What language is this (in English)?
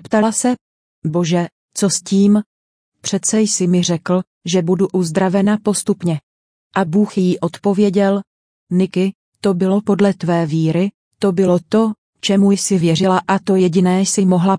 Czech